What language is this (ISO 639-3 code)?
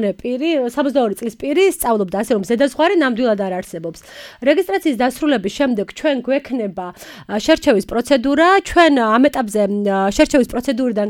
kat